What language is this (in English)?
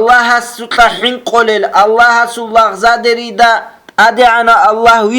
Avaric